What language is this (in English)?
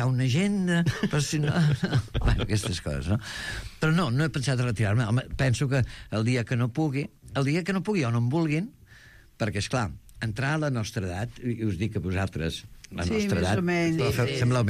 Catalan